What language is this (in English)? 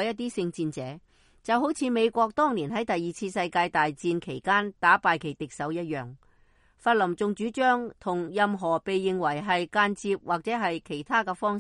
Cantonese